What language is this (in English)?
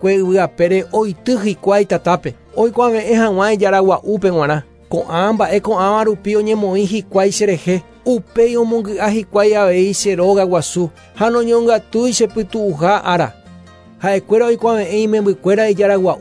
Guarani